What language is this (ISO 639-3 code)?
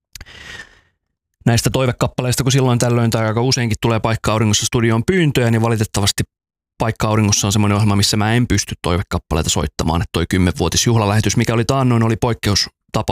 fin